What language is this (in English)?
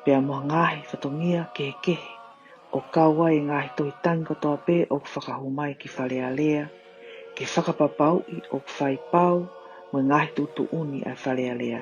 Tongan